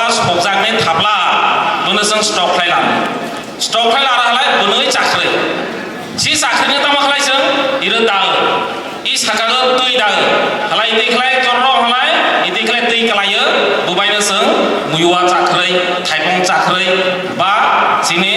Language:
Kok Borok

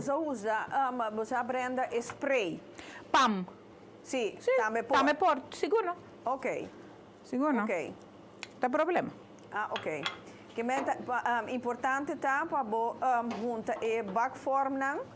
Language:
Papiamento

